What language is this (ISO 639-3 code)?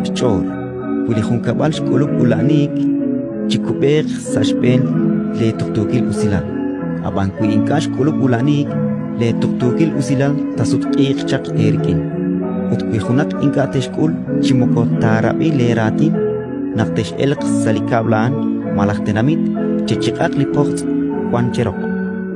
kek